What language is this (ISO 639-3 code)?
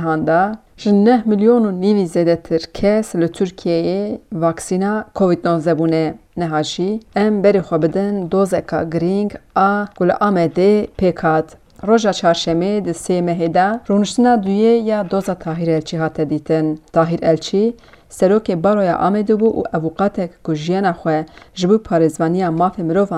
kur